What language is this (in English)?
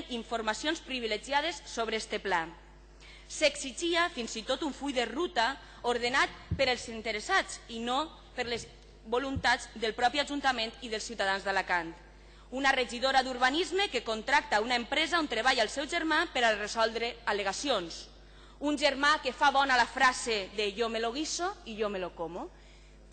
Catalan